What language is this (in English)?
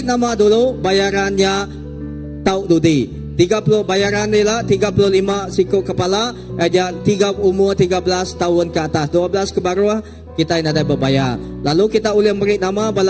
Iban